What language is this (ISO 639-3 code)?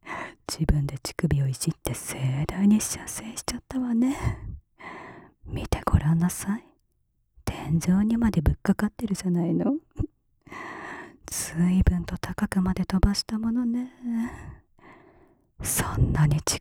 jpn